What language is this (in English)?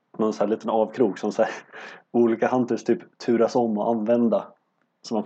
Swedish